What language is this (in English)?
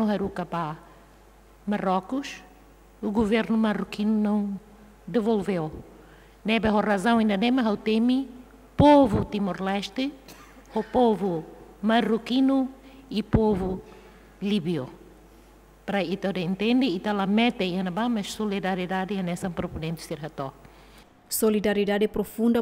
Tetum